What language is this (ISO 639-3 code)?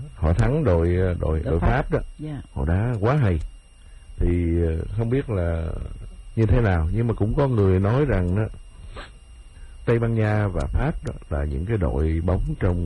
vie